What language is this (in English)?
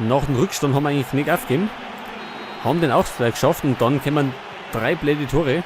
Bavarian